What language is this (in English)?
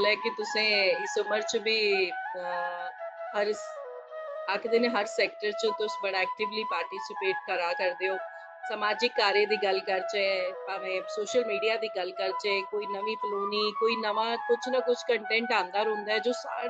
Dogri